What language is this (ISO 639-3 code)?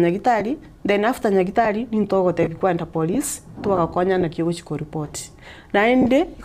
guz